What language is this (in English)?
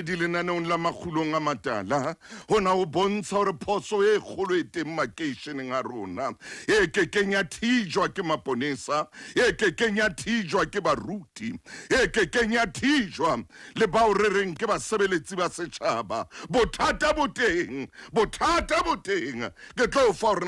Southern Sotho